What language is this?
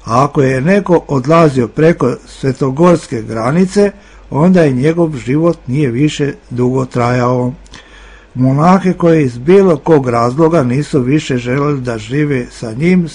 Serbian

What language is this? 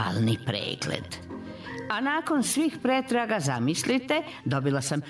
Croatian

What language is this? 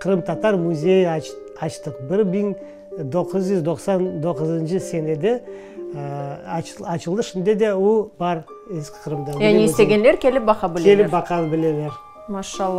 Crimean Tatar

